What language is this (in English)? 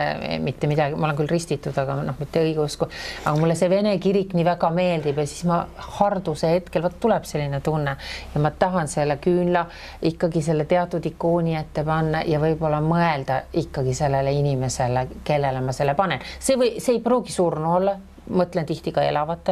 Estonian